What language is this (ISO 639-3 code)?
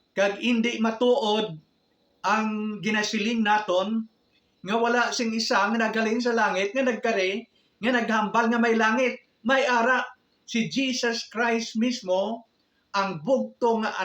hil